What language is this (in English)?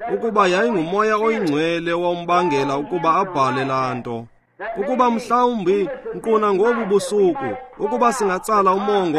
Xhosa